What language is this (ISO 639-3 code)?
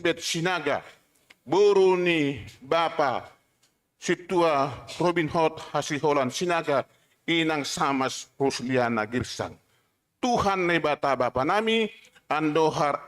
bts